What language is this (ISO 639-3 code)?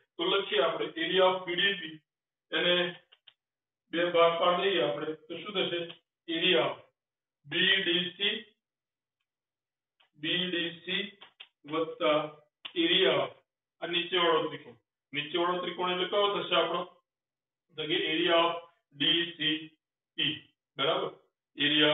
guj